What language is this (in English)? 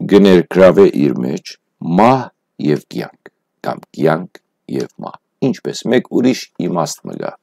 Western Armenian